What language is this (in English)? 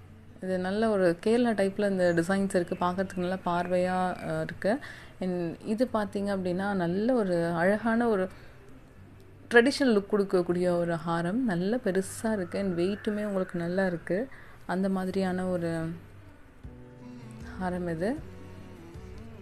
Tamil